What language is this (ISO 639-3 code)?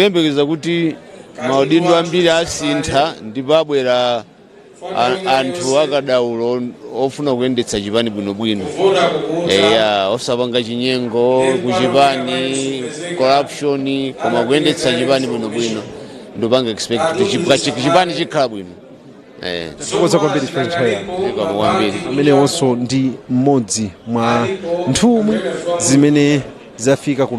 nya